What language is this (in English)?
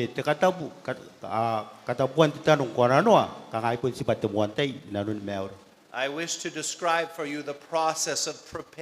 Gilbertese